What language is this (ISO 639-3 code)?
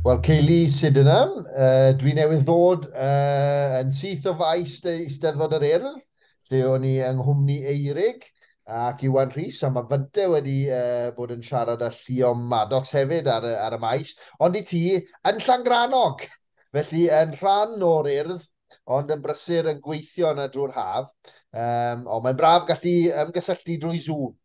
cym